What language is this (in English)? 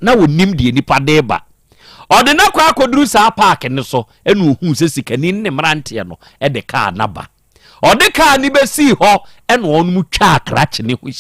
Akan